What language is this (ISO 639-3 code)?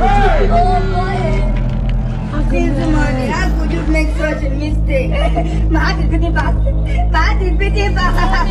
pcm